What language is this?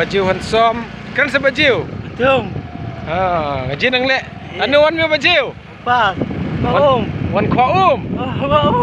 Khasi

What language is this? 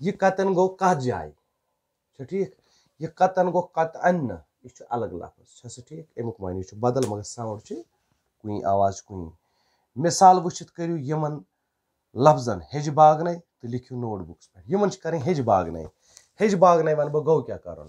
Kashmiri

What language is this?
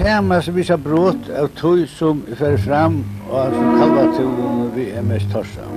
Faroese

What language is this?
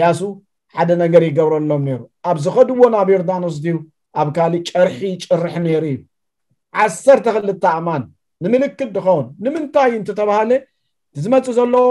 Tigrinya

